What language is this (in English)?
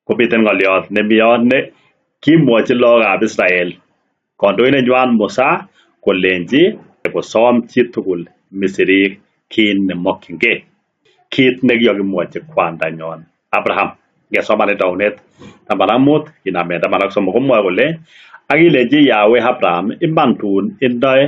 Kalenjin